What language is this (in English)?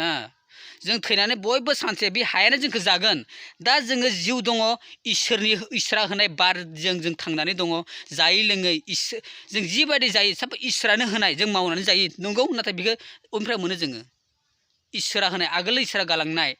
Bodo